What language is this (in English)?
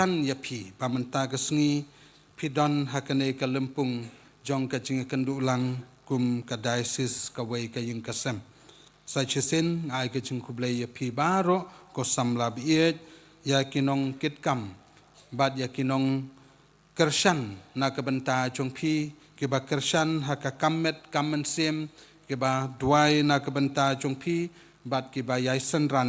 Khasi